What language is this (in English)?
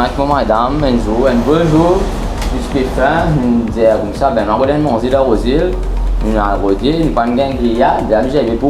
Morisyen